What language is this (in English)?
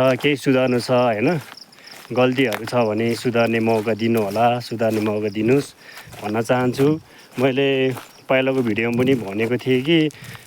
Nepali